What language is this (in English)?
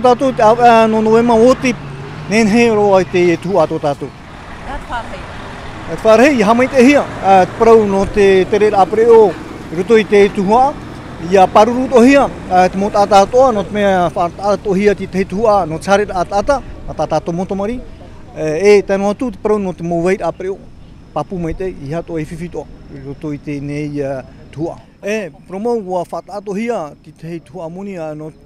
Tahitian